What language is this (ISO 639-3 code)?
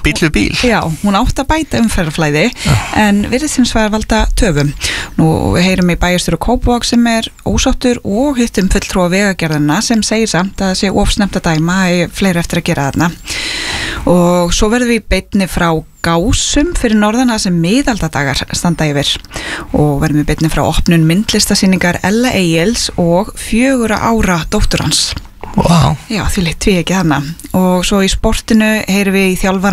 isl